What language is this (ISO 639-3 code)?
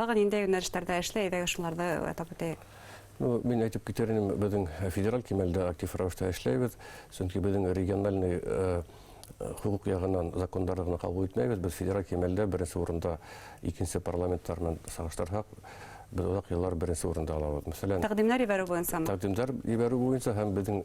bak